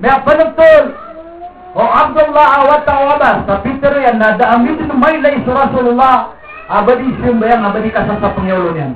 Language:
Maranao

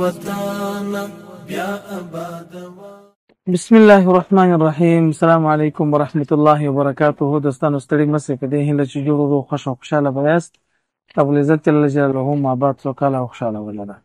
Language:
Pashto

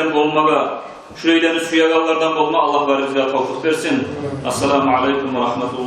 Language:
Kumyk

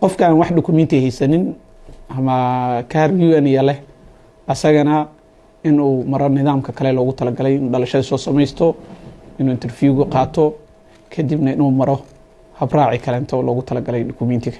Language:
Somali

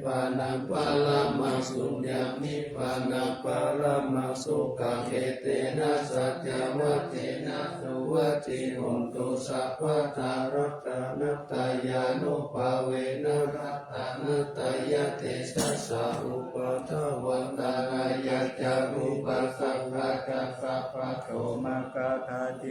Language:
Pali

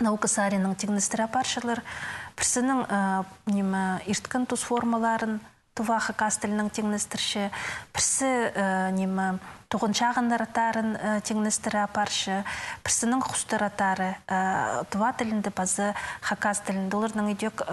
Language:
Khakas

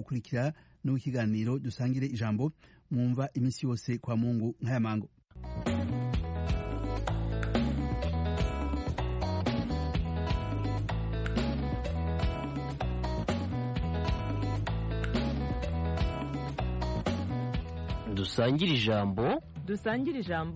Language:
Kinyarwanda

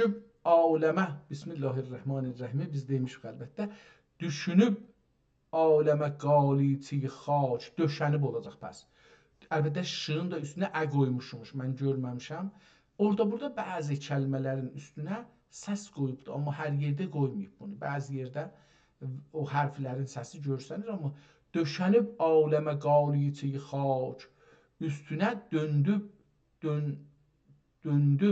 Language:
South Azerbaijani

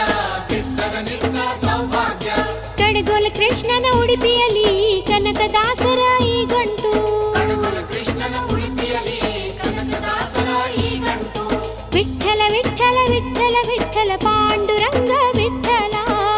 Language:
Kannada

